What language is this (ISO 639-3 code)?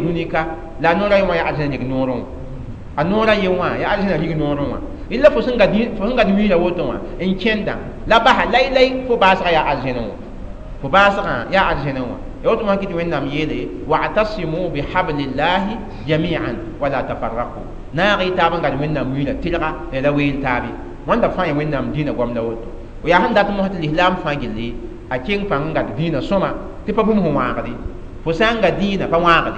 mos